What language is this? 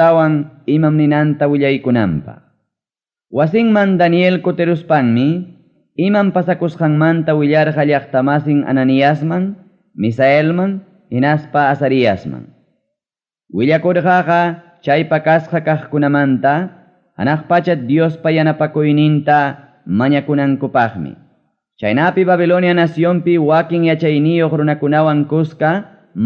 Ayacucho Quechua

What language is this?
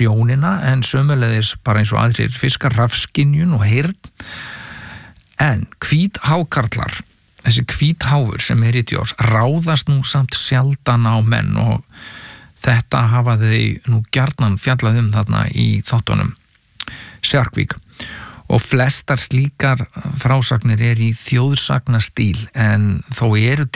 Icelandic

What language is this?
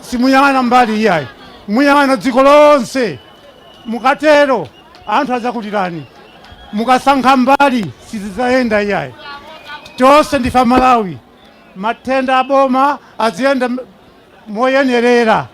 Nyanja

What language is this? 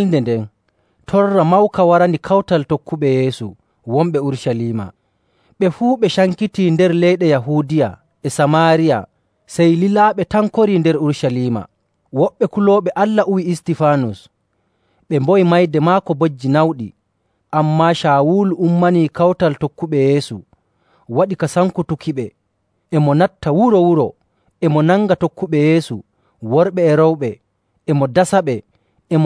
Nigerian Fulfulde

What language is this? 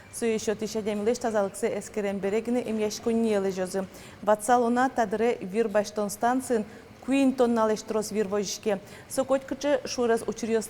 Udmurt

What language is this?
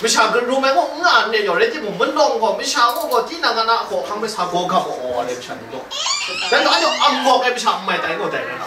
Kachin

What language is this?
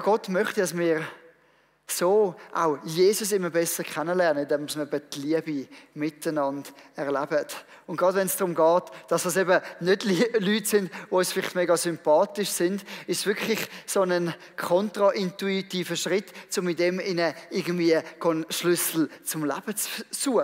Swiss German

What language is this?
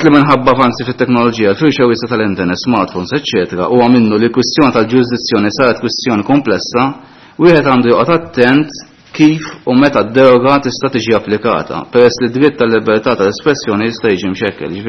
Maltese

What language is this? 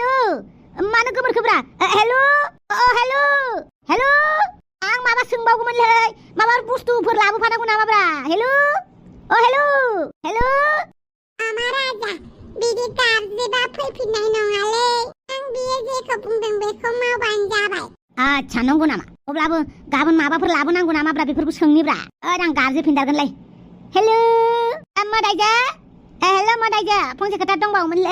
Bodo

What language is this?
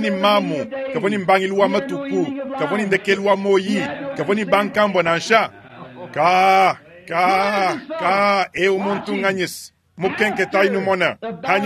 Luba-Lulua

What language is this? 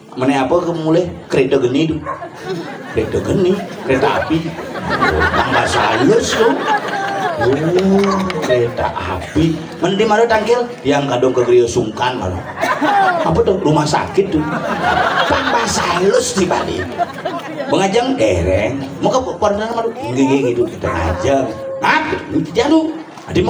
Balinese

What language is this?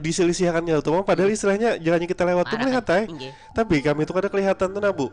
Banjar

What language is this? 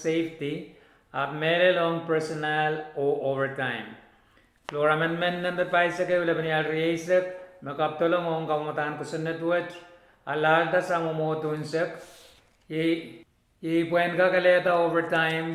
Pohnpeian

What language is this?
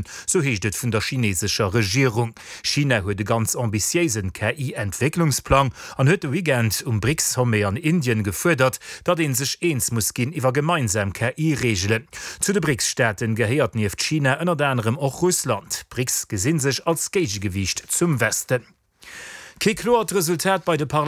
Luxembourgish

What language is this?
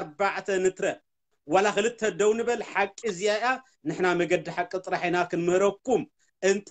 Tigrinya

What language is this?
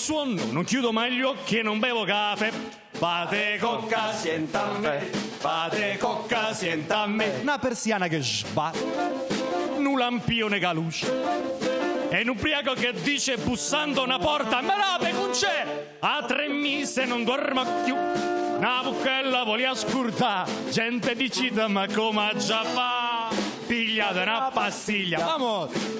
Neapolitan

